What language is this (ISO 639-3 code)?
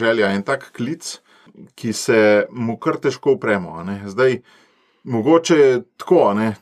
slv